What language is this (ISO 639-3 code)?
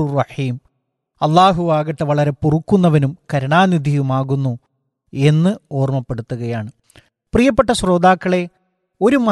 mal